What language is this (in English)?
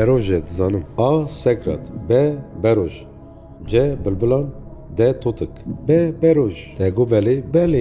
Kurdish